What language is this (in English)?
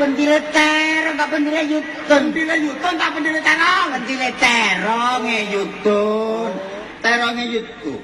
Javanese